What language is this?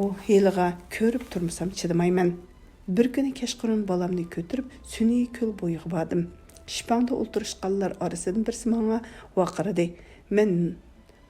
Uyghur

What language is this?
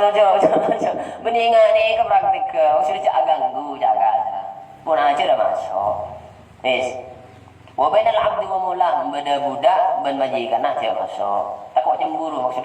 Madurese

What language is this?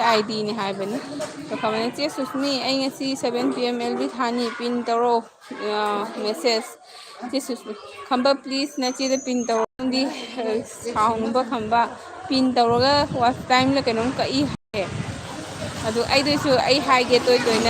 Manipuri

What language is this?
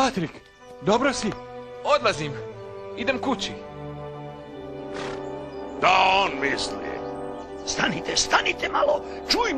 Croatian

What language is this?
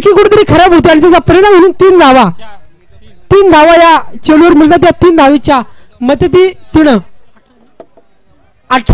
Marathi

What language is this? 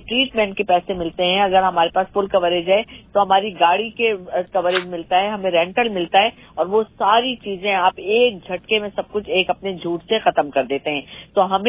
Urdu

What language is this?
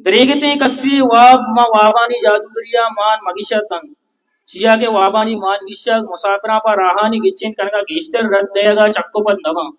Baluchi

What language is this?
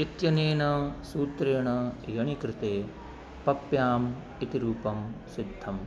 Sanskrit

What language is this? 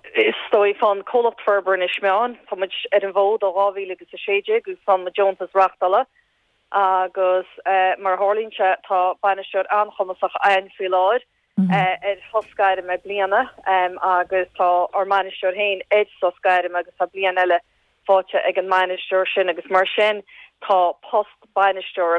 Irish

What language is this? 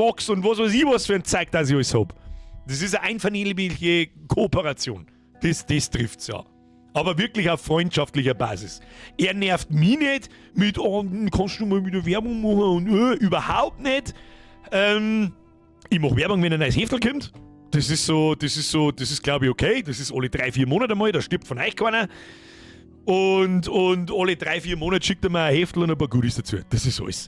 Bavarian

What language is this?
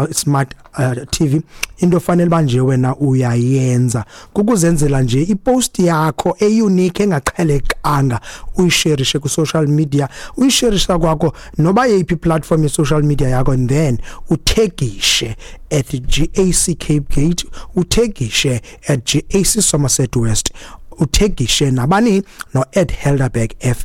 Xhosa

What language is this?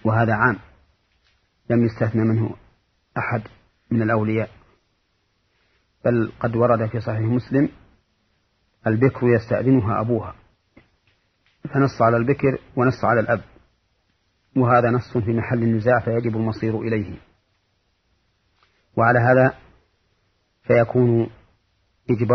Arabic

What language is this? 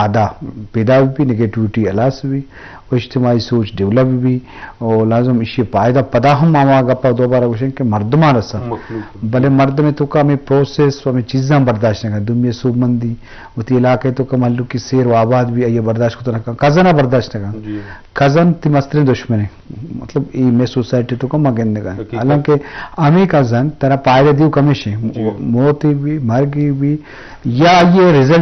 Eastern Balochi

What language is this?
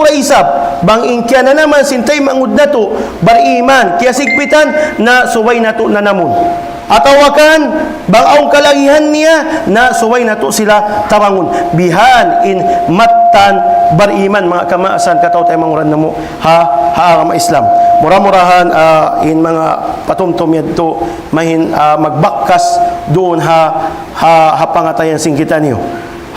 Tausug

